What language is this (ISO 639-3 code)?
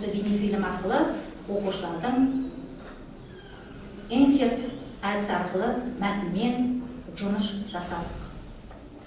kaz